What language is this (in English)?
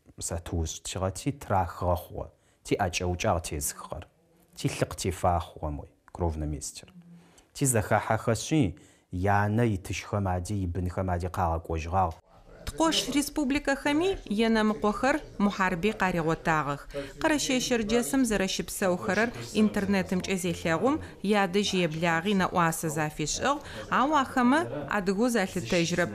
Adyghe